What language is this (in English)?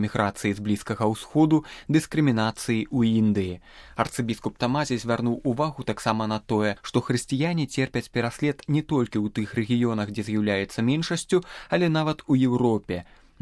Belarusian